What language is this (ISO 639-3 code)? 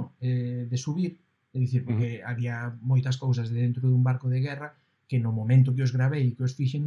glg